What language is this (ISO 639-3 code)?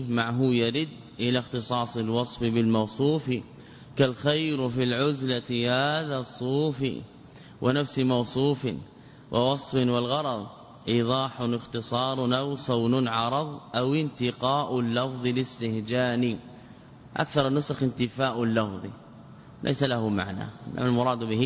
ara